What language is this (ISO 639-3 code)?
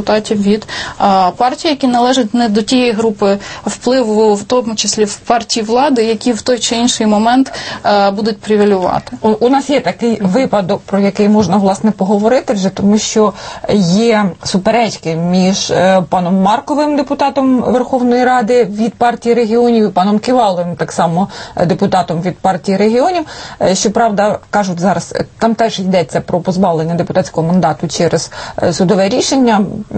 ukr